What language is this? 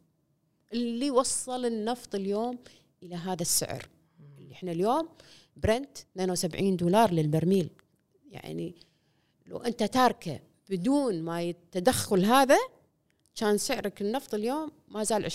Gulf Arabic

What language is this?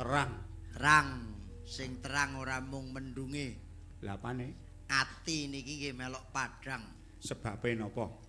Javanese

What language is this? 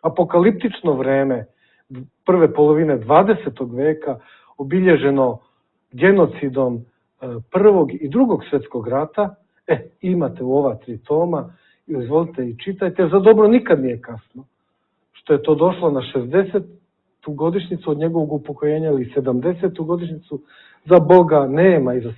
Serbian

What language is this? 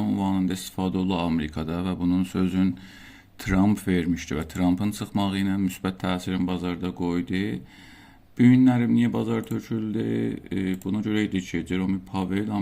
South Azerbaijani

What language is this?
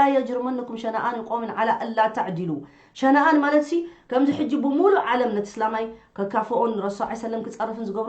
Tigrinya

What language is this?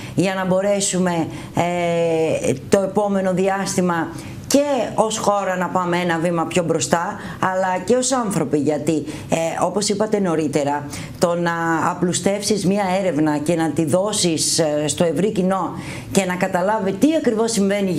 Greek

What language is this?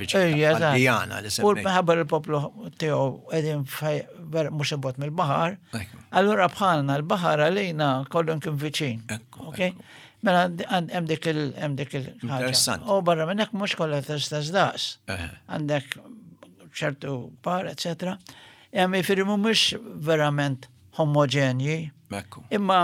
Maltese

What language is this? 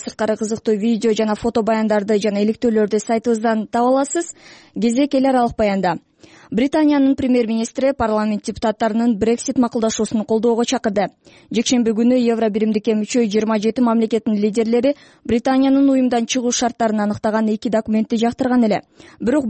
Kyrgyz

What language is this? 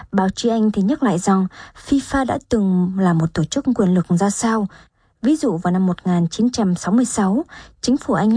Vietnamese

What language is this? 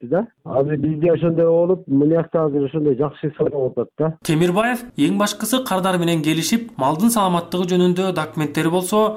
Kyrgyz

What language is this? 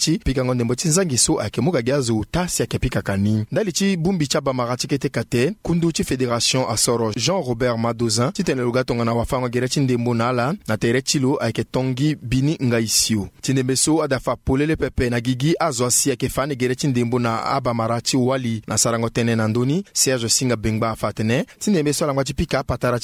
Sango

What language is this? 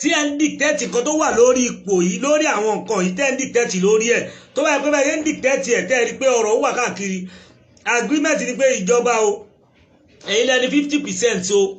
Yoruba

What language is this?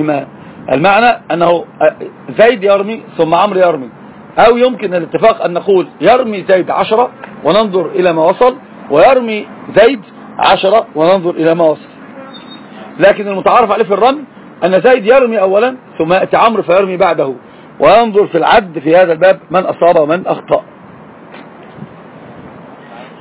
Arabic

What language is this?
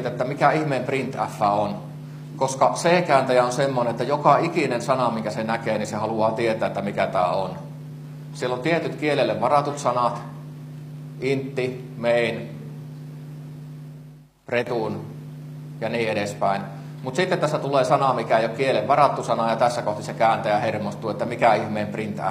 Finnish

